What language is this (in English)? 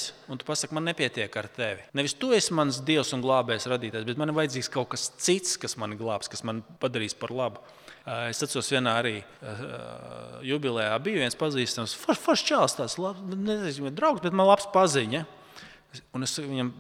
Latvian